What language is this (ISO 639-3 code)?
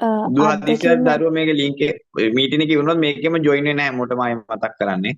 sin